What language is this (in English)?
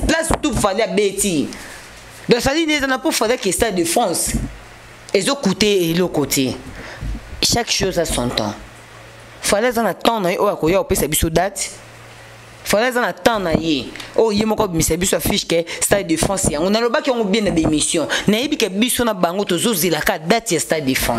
Lingala